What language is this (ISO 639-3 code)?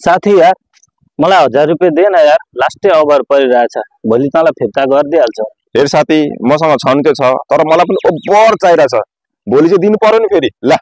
nep